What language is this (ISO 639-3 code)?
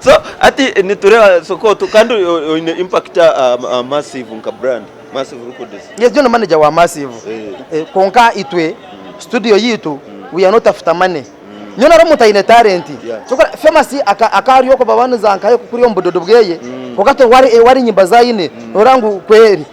nyn